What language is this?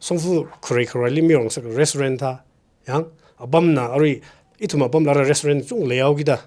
Tangkhul Naga (India)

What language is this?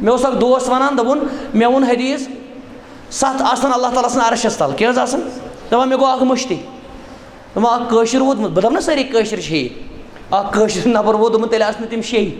Kashmiri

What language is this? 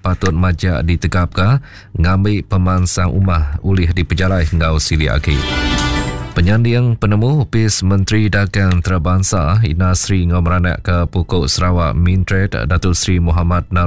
Iban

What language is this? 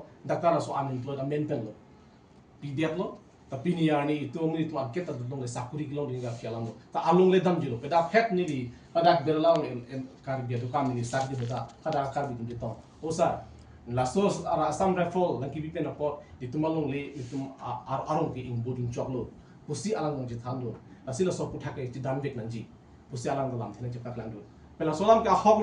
Karbi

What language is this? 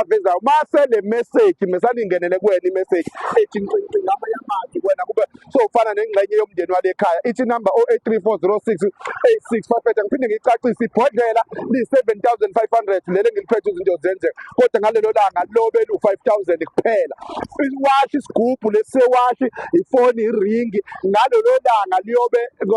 Zulu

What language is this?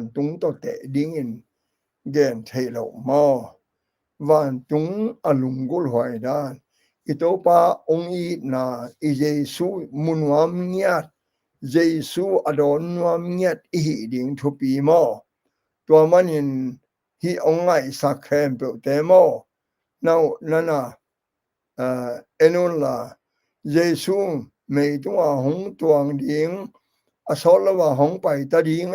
Tedim Chin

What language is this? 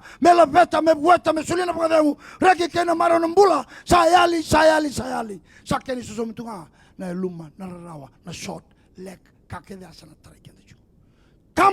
Fijian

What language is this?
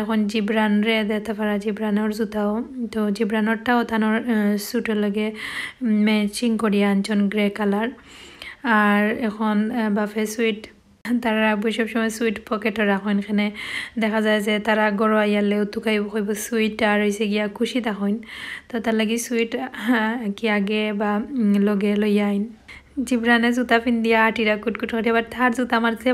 Sylheti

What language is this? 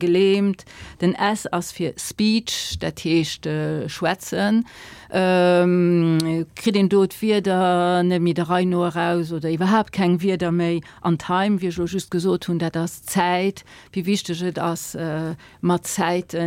Luxembourgish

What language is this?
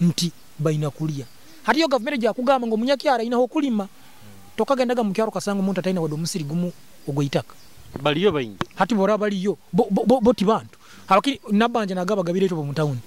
Nyoro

